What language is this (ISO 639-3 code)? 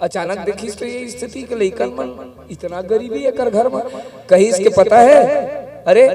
hne